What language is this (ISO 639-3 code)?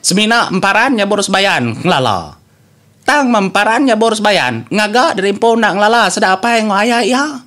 iba